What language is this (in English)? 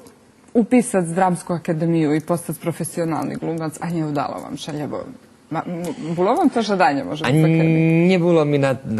Rusyn